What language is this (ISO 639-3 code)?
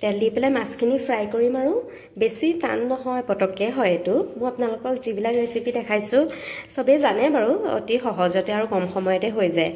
asm